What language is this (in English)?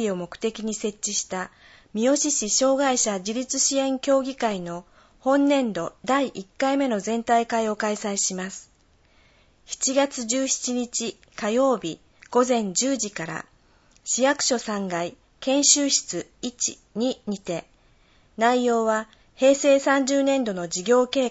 Japanese